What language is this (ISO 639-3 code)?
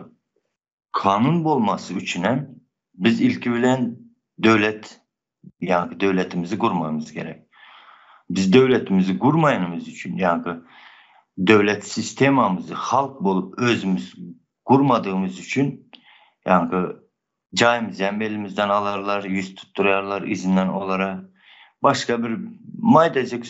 tuk